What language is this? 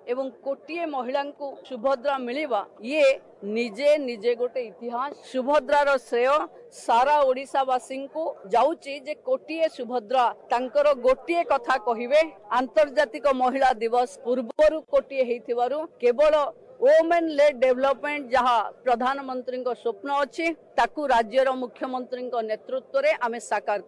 Odia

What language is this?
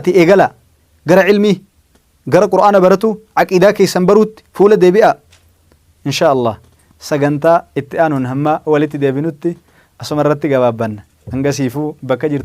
Oromo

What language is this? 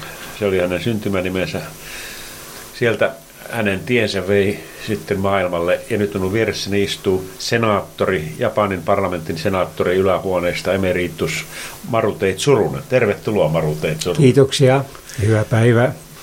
Finnish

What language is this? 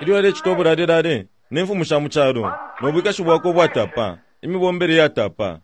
Bemba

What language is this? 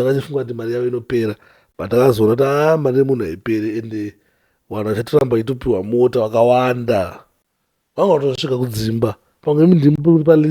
Shona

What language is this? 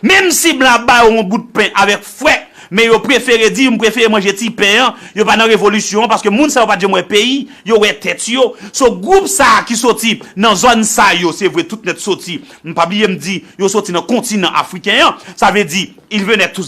Haitian Creole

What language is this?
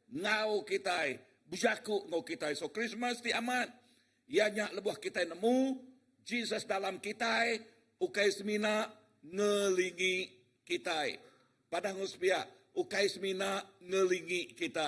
Iban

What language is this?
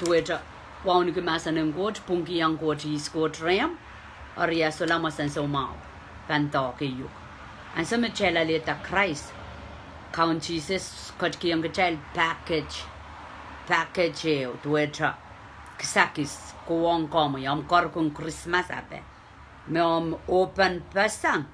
Pohnpeian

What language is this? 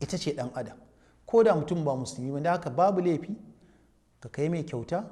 Hausa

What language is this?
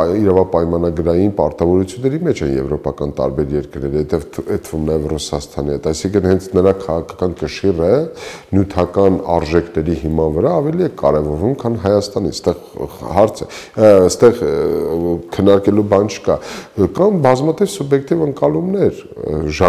Armenian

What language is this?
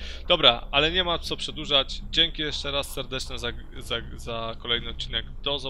Polish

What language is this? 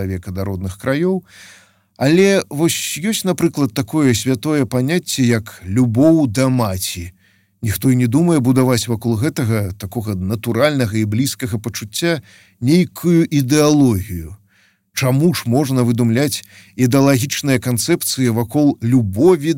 Belarusian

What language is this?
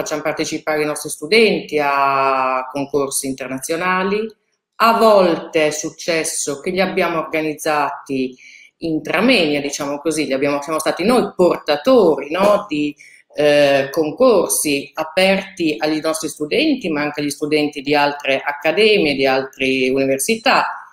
Italian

